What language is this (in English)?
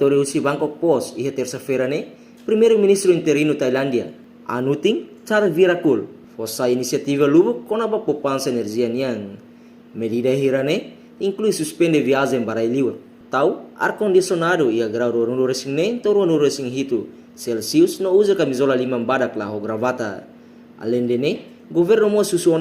Tetum